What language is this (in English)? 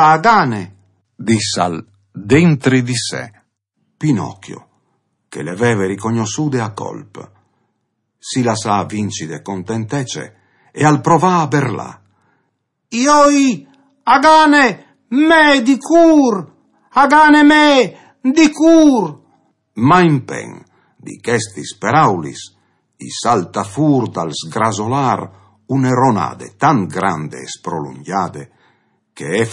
Friulian